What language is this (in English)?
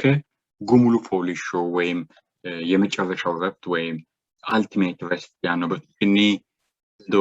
Sidamo